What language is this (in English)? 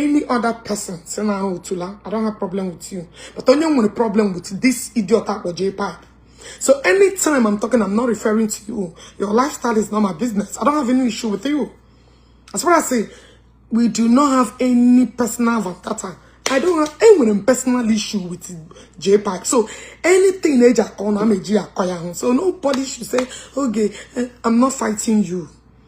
Igbo